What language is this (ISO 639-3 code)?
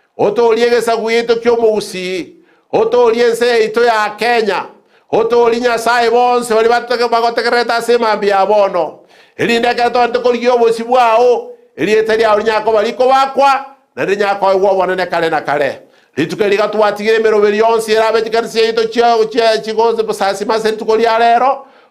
guz